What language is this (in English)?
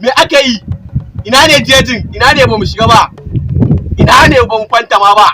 Hausa